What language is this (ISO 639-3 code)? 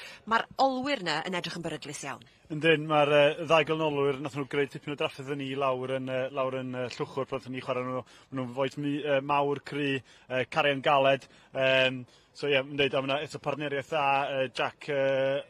cym